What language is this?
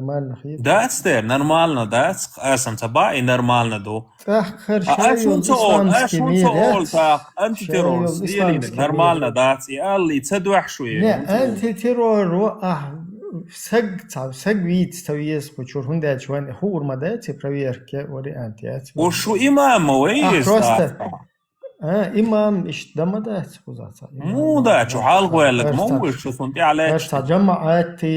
Chechen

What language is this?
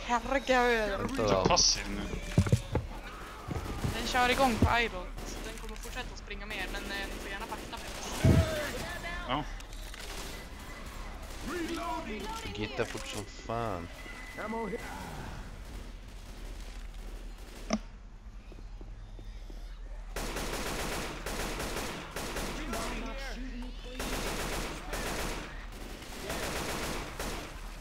Swedish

